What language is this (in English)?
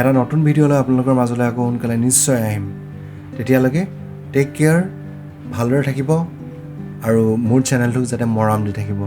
Assamese